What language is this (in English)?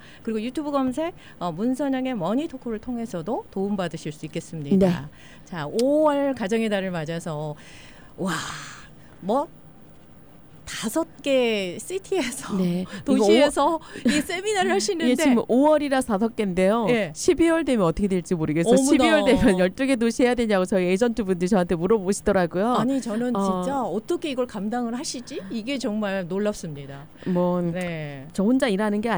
Korean